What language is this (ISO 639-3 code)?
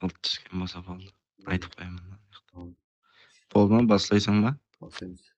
kaa